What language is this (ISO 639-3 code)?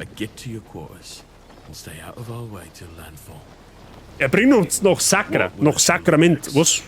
bar